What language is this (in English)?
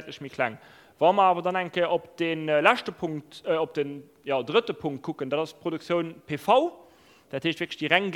Luxembourgish